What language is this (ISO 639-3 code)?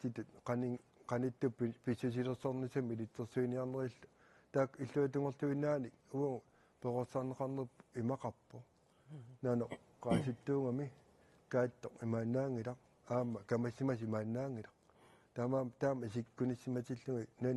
kal